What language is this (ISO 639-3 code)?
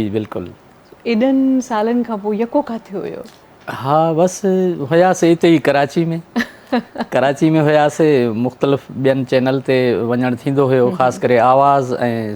snd